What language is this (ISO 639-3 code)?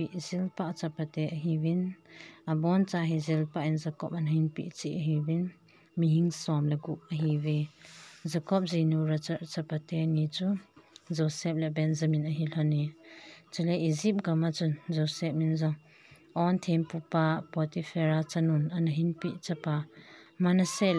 tcz